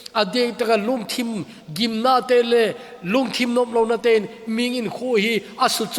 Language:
Thado Chin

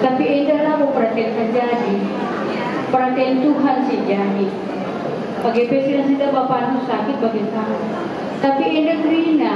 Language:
Batak Karo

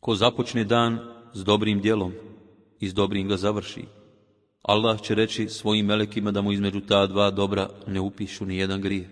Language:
Bosnian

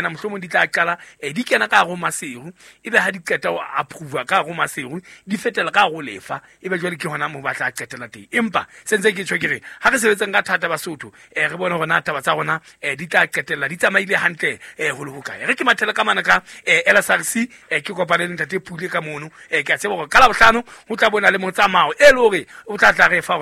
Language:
Southern Sotho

